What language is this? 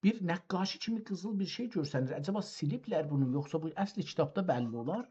South Azerbaijani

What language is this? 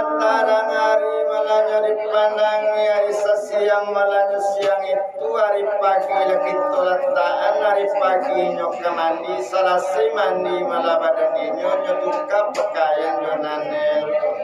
Minangkabau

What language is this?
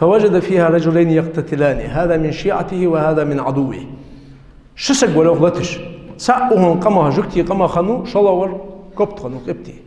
Ingush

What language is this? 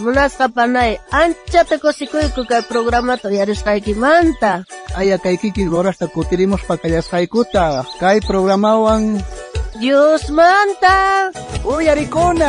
South Bolivian Quechua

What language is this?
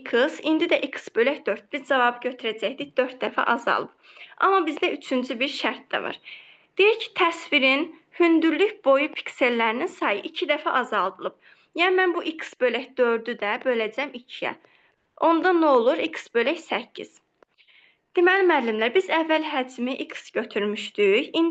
Azerbaijani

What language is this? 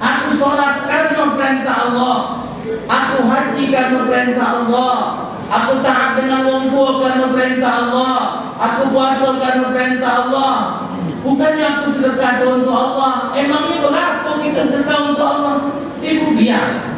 Musi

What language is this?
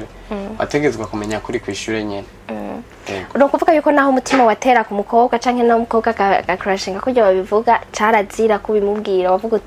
Rundi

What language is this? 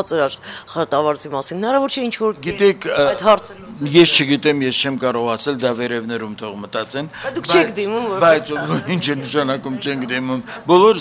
Armenian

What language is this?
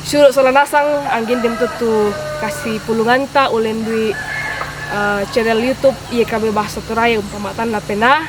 Toraja-Sa'dan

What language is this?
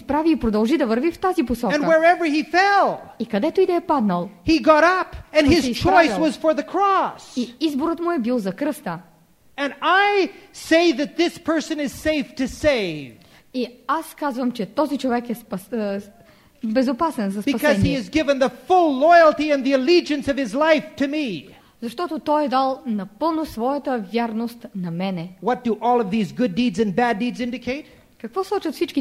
Bulgarian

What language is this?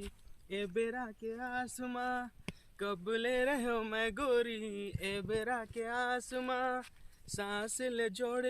Chhattisgarhi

